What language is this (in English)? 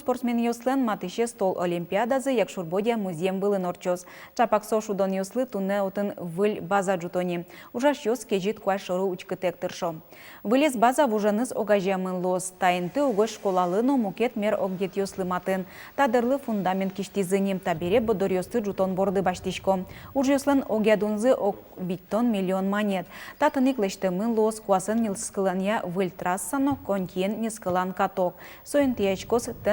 Udmurt